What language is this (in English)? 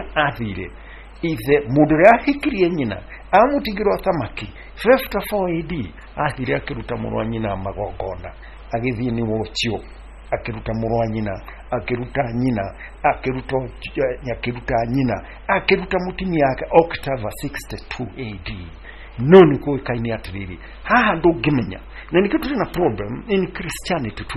Kikuyu